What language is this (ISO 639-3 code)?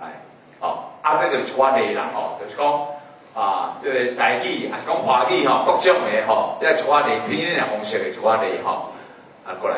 nan